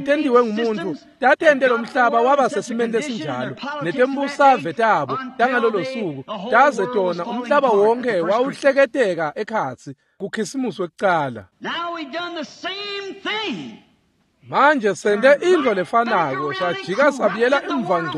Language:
Swati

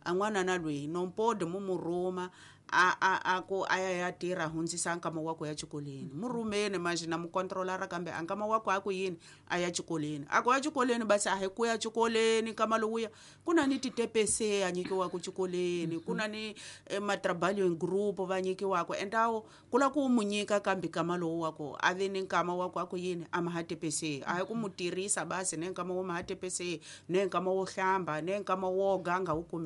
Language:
Tsonga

